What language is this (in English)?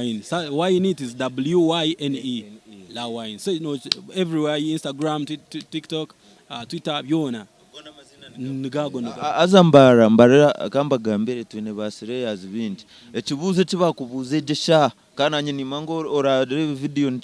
Nyankole